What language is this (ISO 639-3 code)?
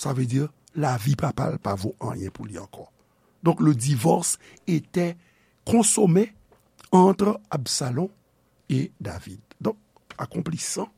hat